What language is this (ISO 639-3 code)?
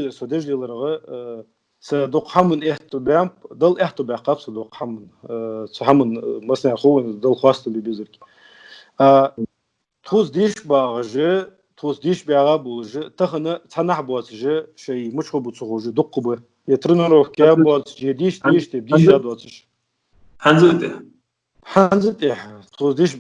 inh